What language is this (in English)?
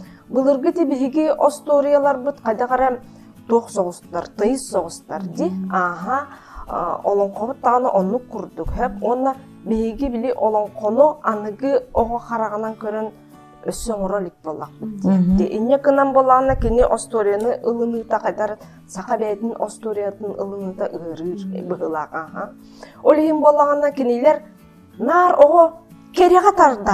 Yakut